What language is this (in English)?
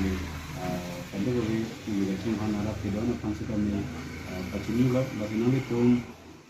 Karbi